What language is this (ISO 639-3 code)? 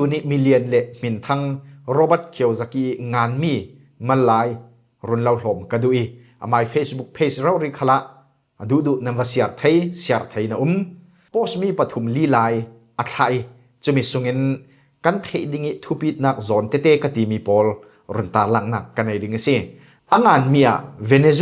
cfm